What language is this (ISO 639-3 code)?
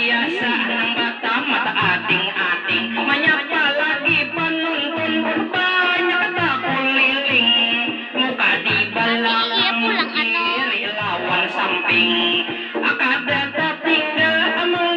bjn